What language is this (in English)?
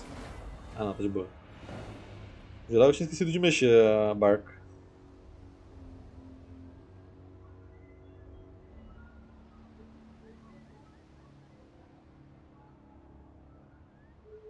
Portuguese